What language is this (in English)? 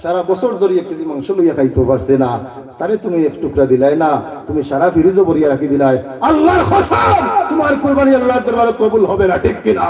Sylheti